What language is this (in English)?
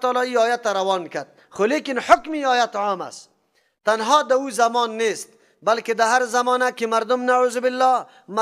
Persian